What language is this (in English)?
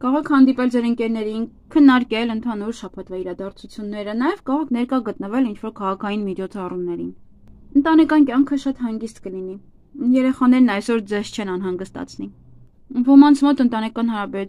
Armenian